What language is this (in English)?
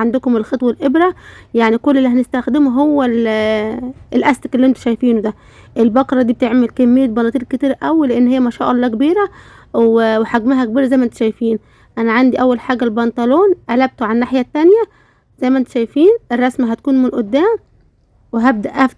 Egyptian Arabic